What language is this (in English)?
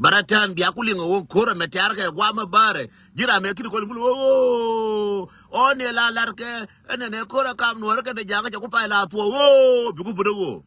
Nuer